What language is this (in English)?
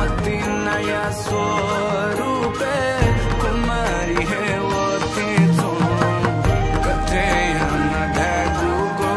Newari